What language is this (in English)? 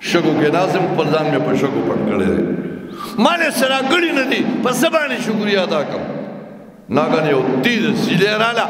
Pashto